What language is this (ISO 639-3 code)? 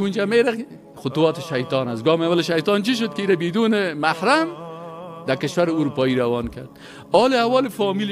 fas